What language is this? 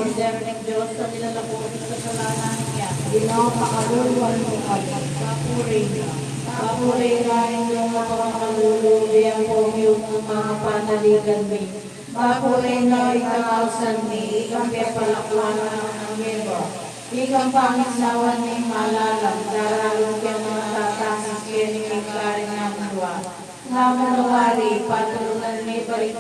Pampanga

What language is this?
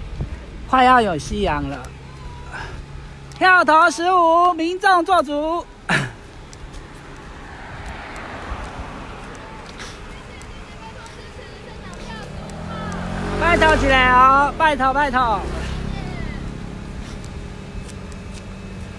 Chinese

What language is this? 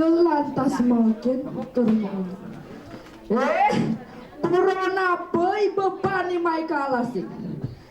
Balinese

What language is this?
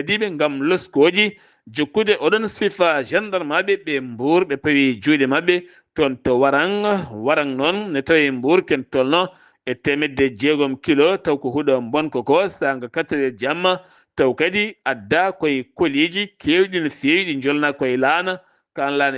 Fula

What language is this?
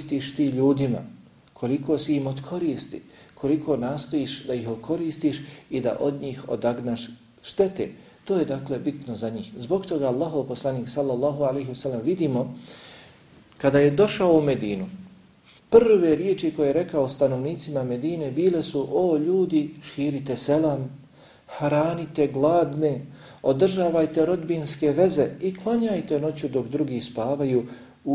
Bosnian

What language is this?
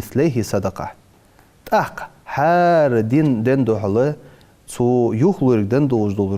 Ingush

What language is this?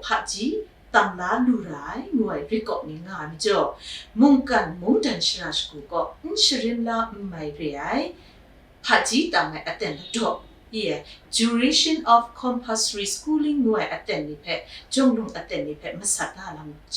Kachin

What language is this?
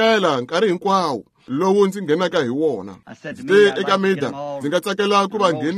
Tsonga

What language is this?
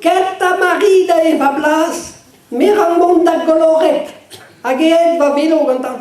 Breton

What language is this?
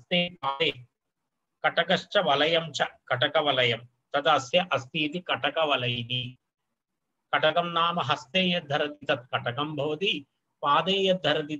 Sanskrit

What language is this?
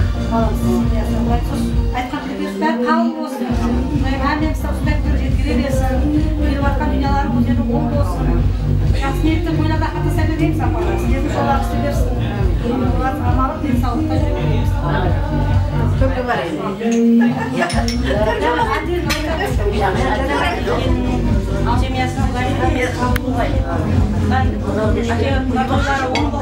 Kazakh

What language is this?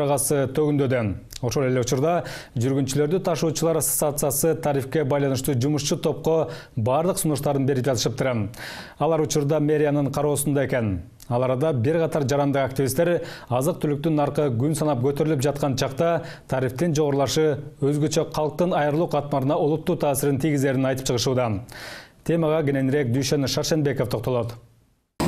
Kyrgyz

